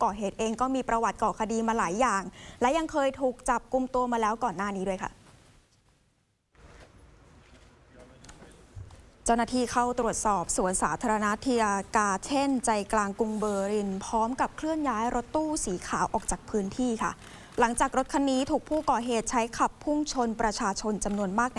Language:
Thai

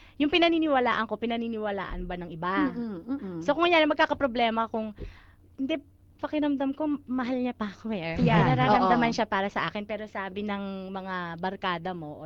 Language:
Filipino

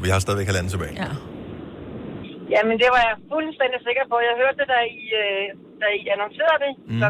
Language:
Danish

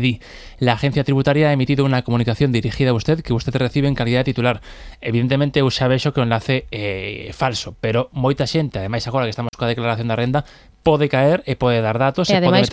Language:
Galician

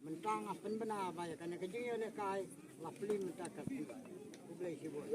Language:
Khasi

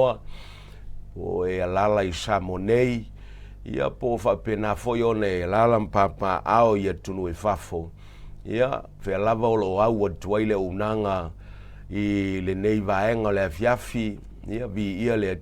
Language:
Samoan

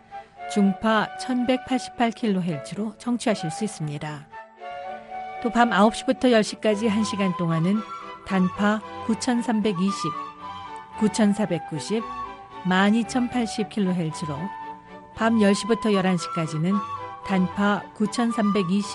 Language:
Korean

